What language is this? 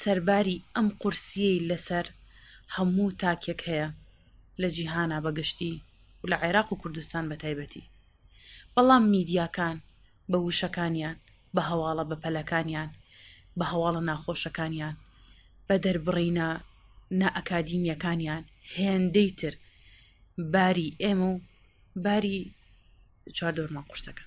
Central Kurdish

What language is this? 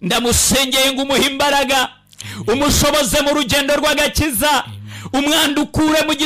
Kinyarwanda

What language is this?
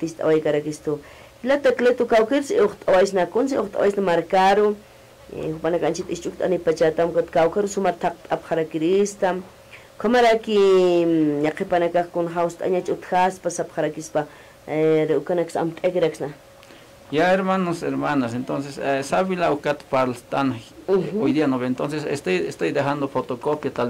Aymara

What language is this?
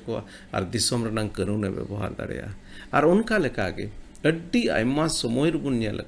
Santali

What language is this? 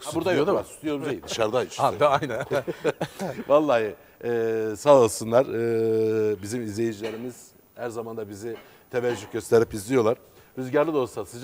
Turkish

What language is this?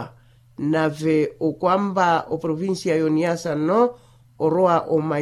Makhuwa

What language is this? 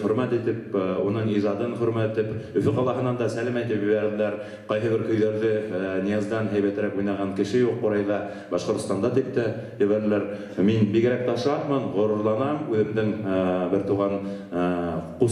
Bashkir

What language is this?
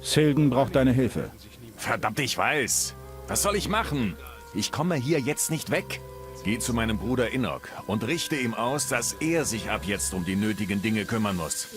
Bavarian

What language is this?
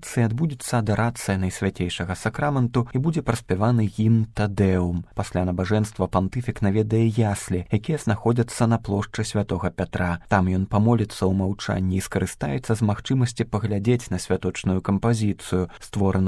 Belarusian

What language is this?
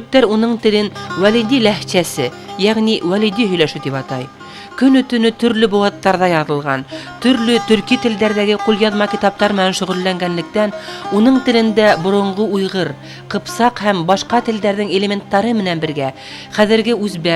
Bashkir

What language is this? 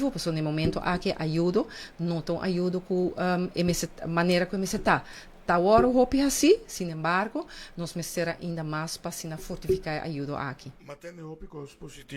Papiamento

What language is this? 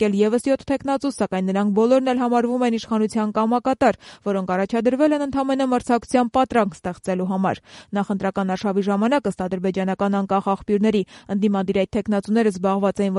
Armenian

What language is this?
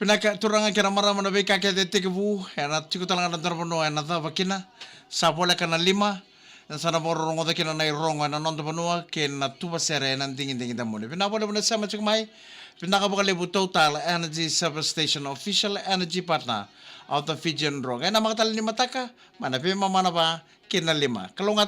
Fijian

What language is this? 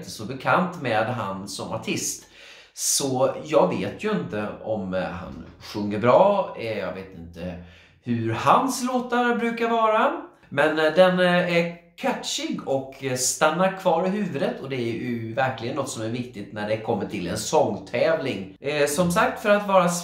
Swedish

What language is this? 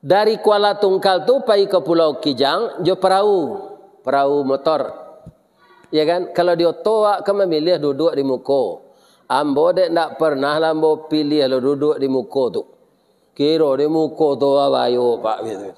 Minangkabau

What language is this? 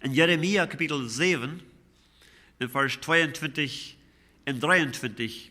Plautdietsch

